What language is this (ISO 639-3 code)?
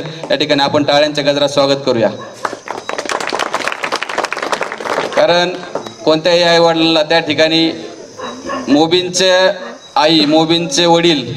mar